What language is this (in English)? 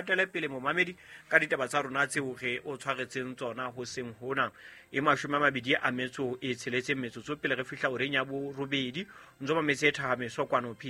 Southern Sotho